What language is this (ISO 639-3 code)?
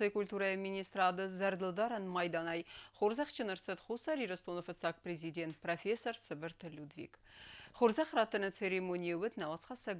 oss